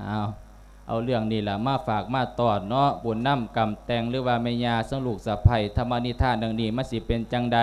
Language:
Lao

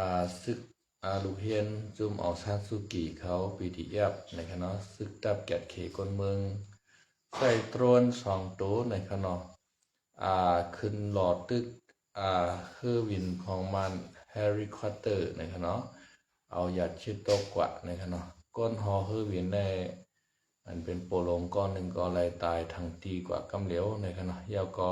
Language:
Shan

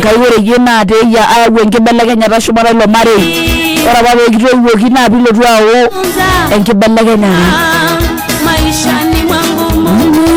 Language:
Masai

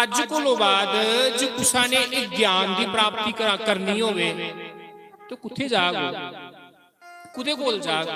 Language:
Dogri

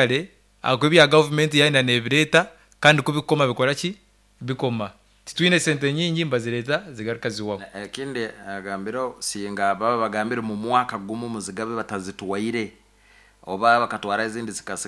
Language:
Nyankole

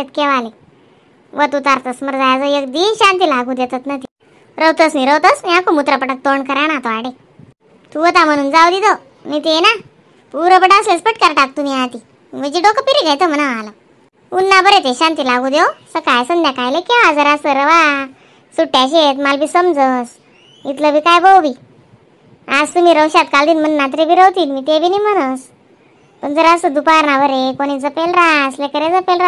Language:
Khandesi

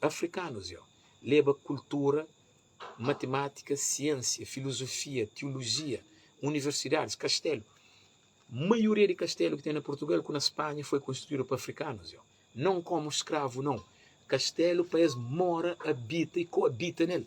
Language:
Kabuverdianu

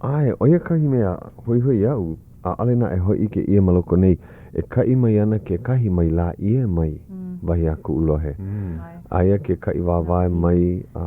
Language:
Hawaiian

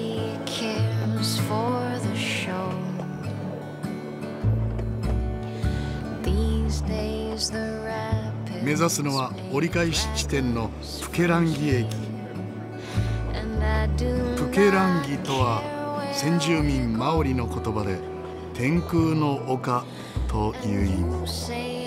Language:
Japanese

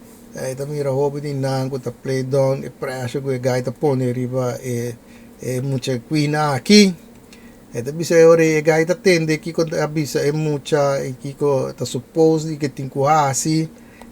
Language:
Papiamento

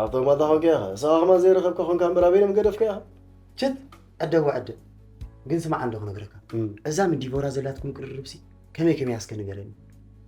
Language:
Tigrinya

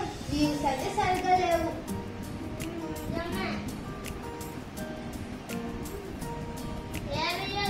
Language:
Telugu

